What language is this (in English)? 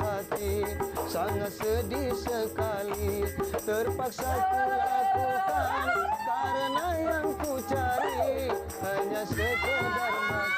Betawi